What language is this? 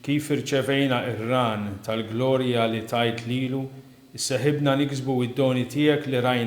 Maltese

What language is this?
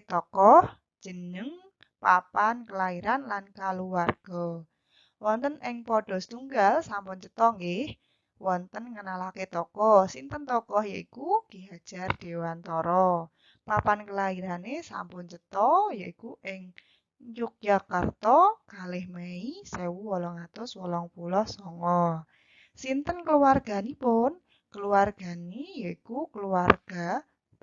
Javanese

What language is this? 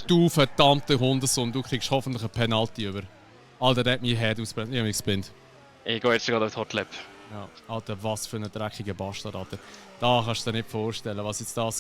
Swiss German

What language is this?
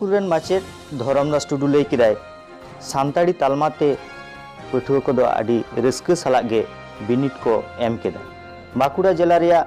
Santali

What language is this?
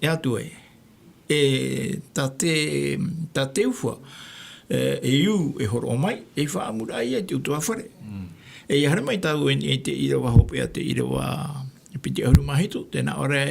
Tahitian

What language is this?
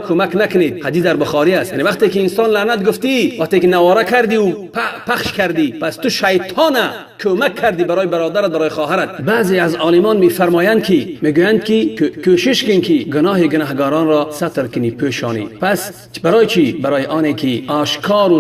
Tajik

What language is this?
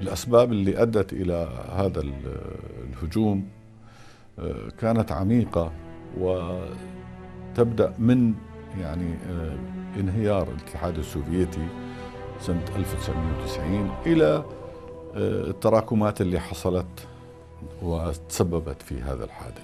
North Levantine Arabic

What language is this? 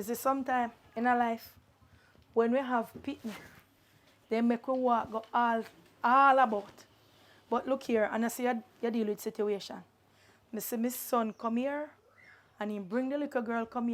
Jamaican Creole English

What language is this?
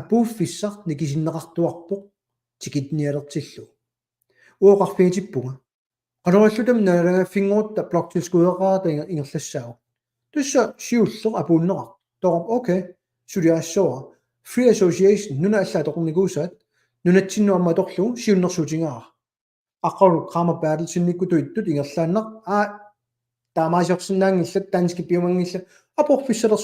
Kalaallisut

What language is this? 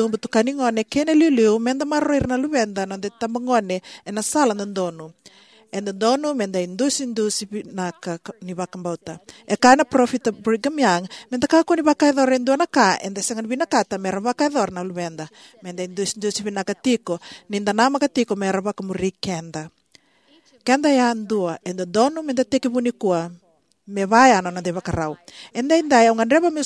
Fijian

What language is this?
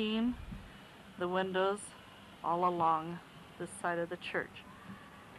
English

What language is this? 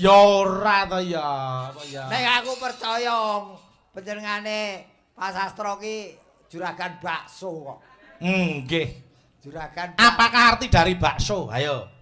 Javanese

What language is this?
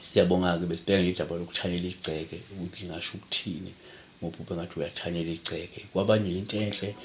Zulu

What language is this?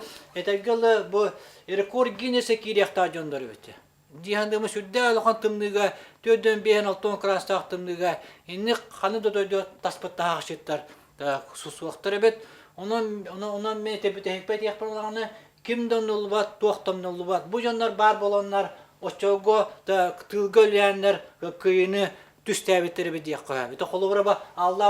Yakut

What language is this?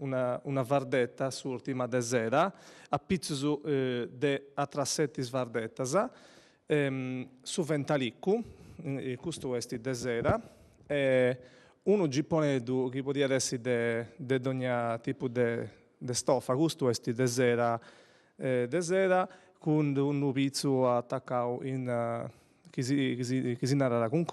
Sardinian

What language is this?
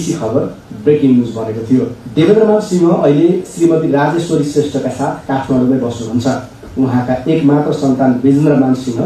Nepali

